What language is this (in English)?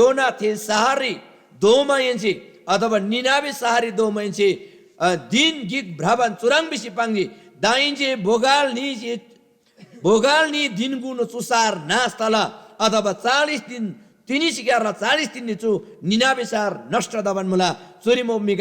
Eastern Tamang